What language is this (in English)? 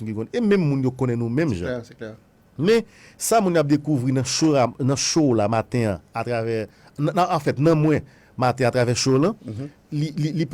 Haitian Creole